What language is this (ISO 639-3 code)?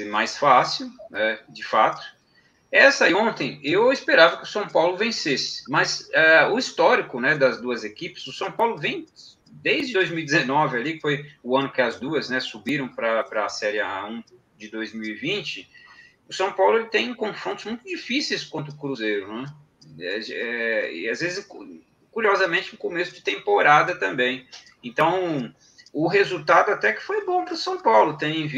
por